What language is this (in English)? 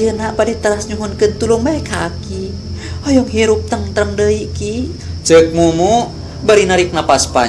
Sundanese